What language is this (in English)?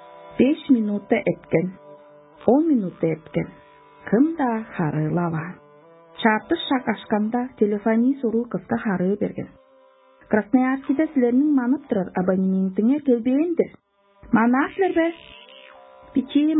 Tuvinian